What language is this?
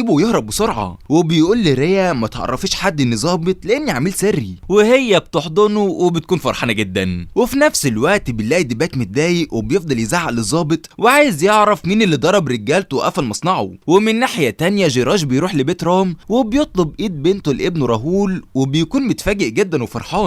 Egyptian Arabic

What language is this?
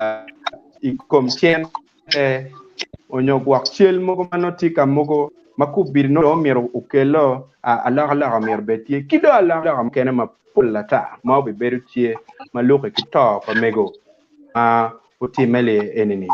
Acoli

